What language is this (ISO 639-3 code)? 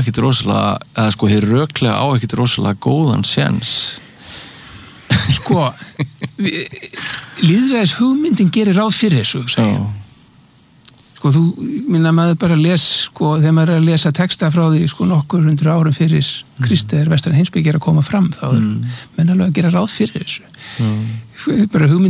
isl